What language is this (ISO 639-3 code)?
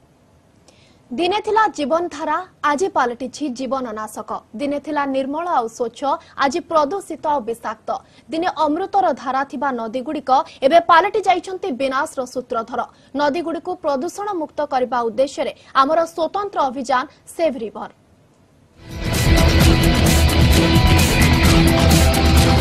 ori